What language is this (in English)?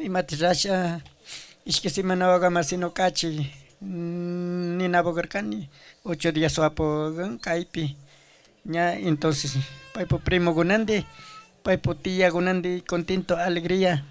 Chimborazo Highland Quichua